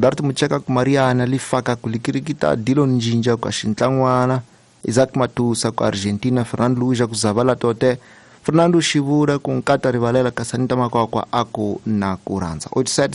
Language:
Tsonga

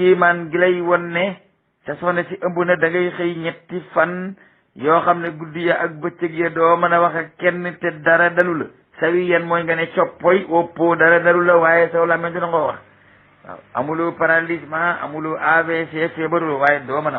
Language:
Wolof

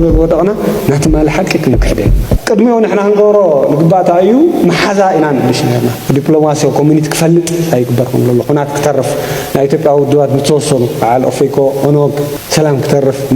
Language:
Tigrinya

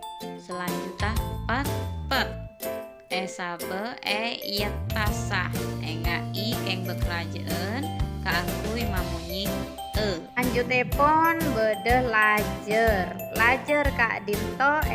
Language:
Madurese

